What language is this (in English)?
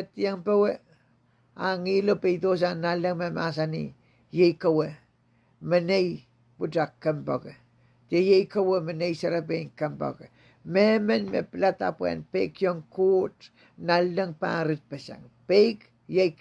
Pohnpeian